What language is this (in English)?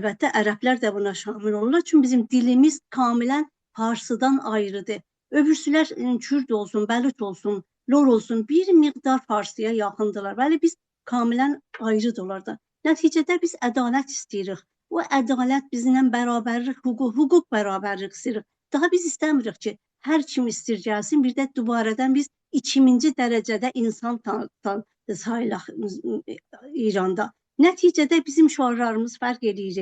South Azerbaijani